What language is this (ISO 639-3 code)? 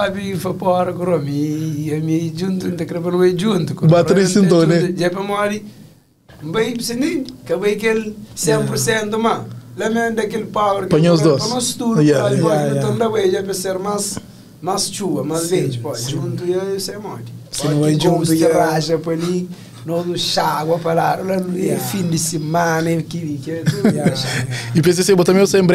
kea